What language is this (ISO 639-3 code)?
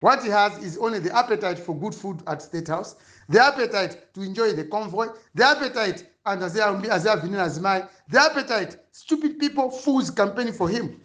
nya